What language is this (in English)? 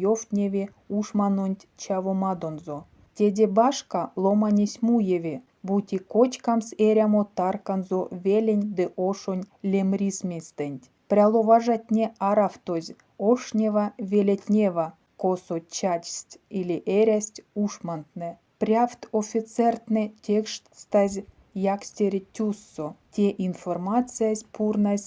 Erzya